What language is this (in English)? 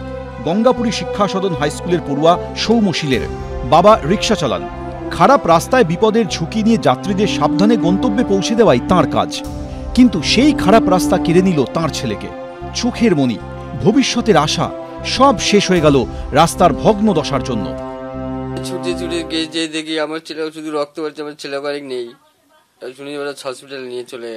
Bangla